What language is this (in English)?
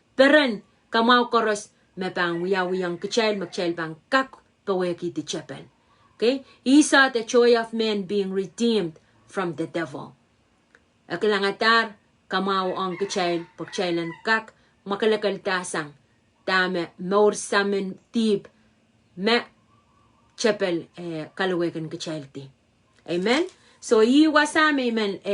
Pohnpeian